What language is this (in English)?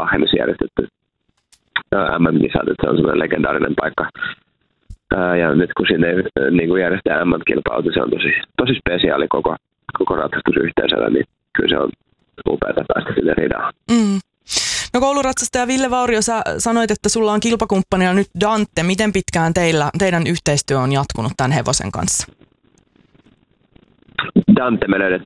Finnish